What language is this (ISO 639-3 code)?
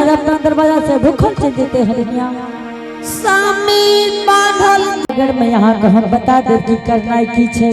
anp